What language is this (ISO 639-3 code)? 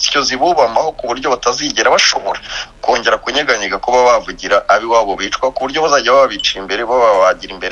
kin